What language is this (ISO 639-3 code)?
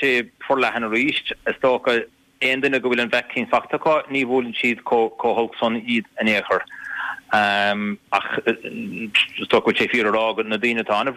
gle